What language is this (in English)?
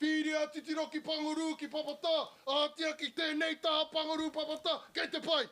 Māori